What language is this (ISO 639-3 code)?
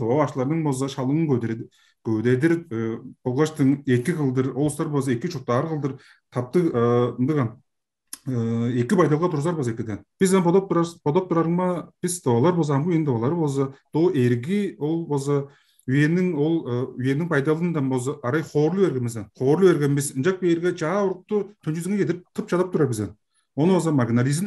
tyv